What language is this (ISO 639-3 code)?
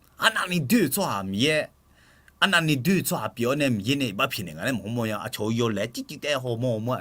ahk